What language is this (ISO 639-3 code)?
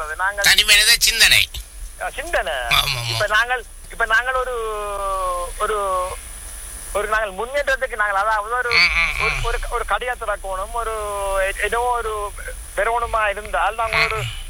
tam